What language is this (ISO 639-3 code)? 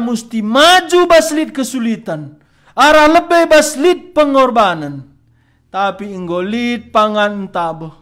btx